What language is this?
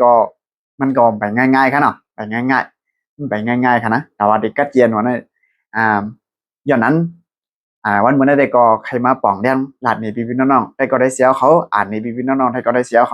Shan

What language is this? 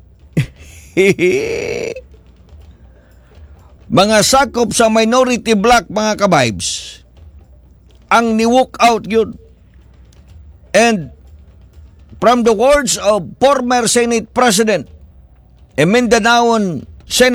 Filipino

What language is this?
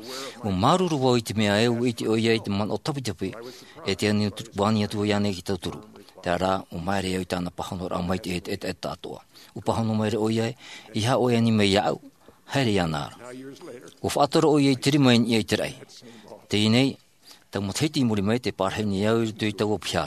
Tahitian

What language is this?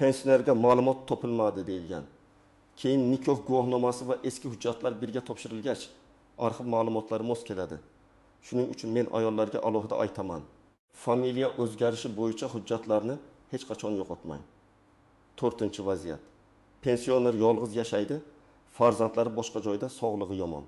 Uzbek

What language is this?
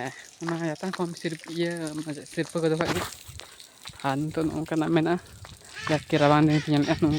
Santali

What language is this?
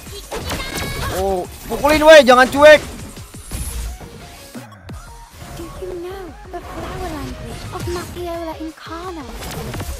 Indonesian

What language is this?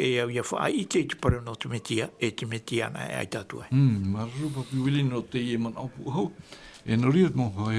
Tahitian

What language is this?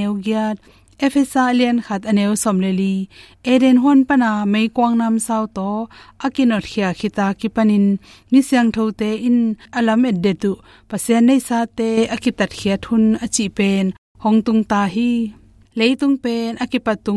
Tedim Chin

